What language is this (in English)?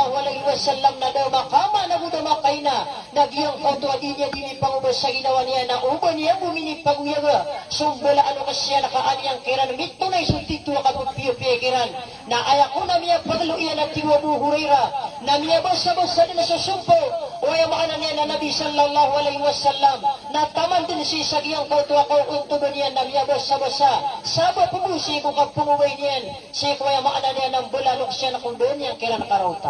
Maranao